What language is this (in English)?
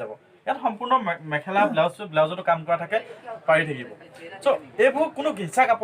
Assamese